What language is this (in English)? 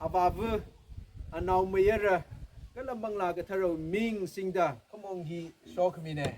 Tangkhul Naga (India)